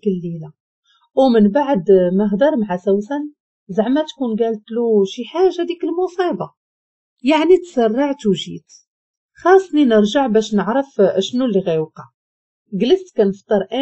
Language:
Moroccan Arabic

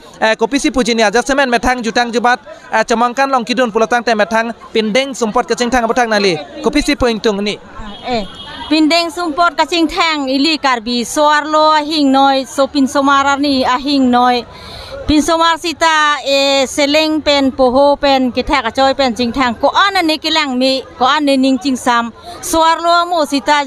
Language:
Karbi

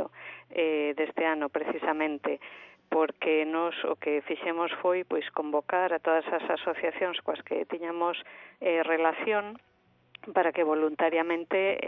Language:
Galician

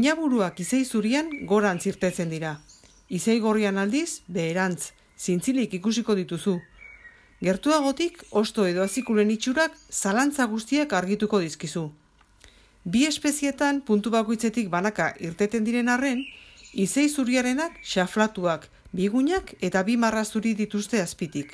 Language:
Basque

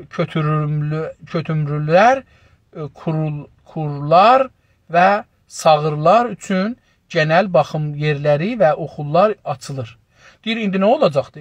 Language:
South Azerbaijani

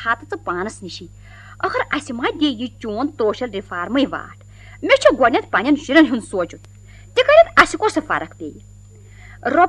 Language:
Kashmiri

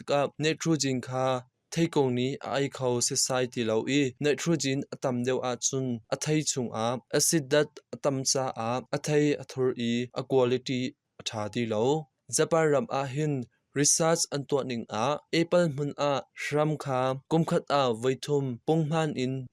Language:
Hakha Chin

